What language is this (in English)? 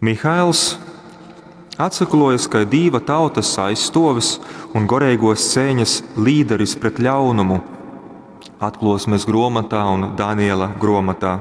Latgalian